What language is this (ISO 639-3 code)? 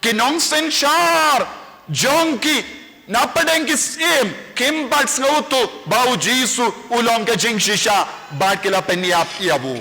kha